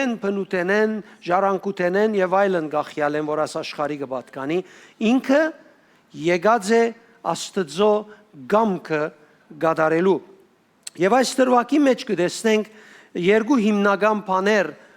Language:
Western Armenian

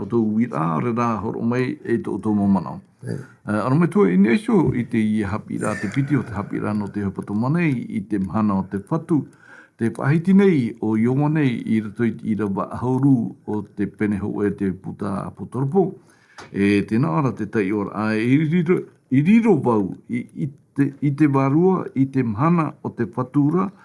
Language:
Tahitian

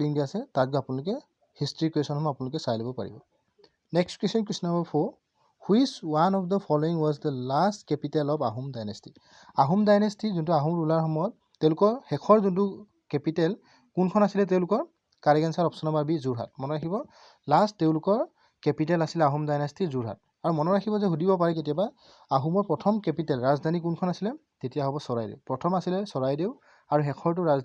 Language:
Assamese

